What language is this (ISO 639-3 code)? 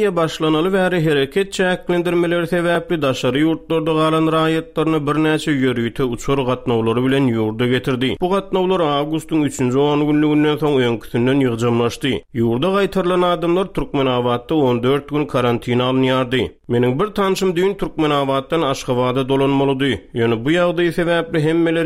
tuk